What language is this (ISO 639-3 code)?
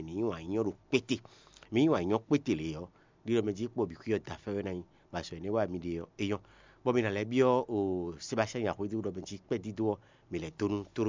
fon